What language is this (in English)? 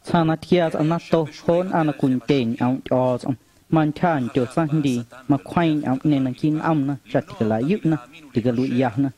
Guerrero Amuzgo